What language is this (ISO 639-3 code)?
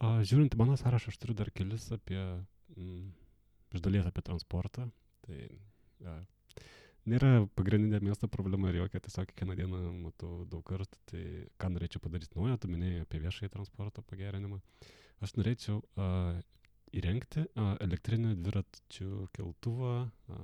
lit